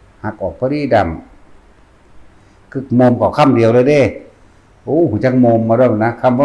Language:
Northeastern Thai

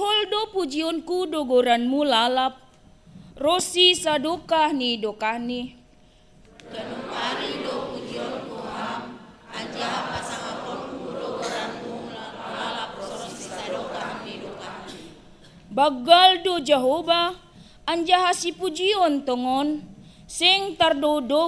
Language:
Batak Simalungun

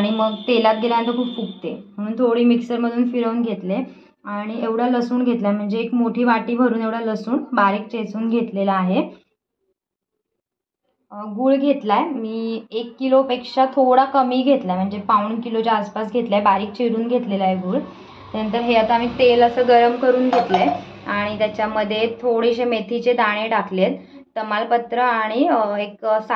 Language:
Marathi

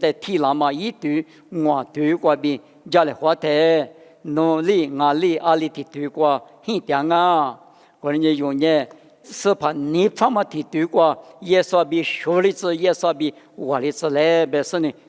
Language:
Lisu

